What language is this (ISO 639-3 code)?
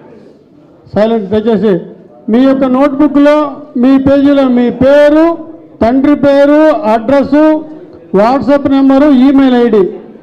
tel